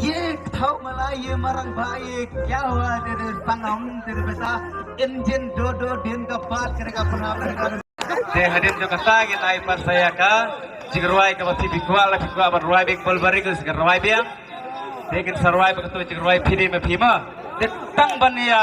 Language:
Khasi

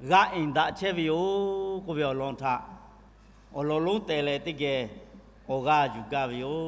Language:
Lahu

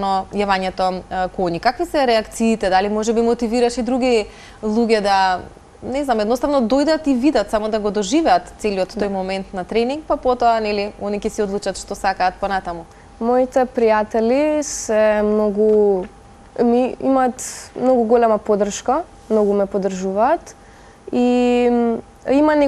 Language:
Macedonian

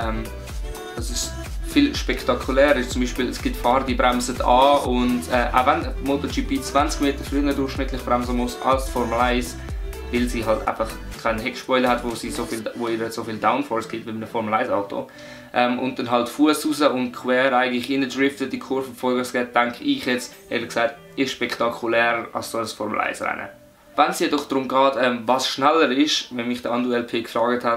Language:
Swiss German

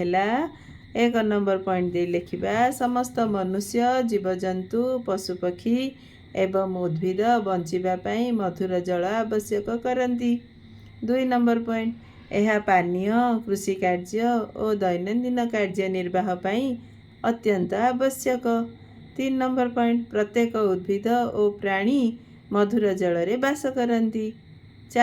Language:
Odia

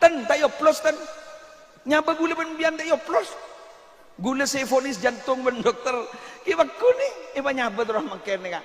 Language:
Madurese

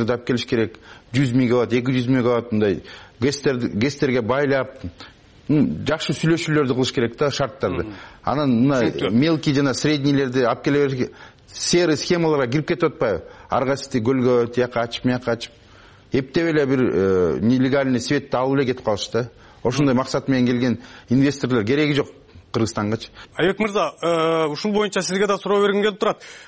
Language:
Kyrgyz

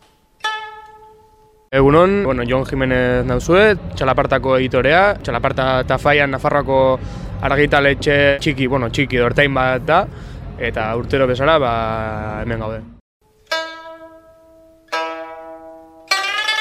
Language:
Basque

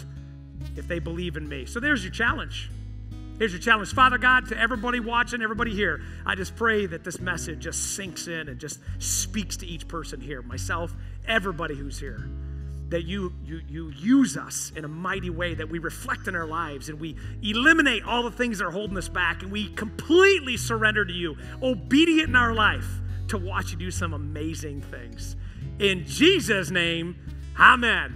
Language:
English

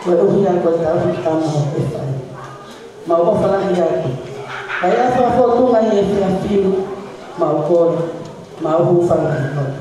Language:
Tongan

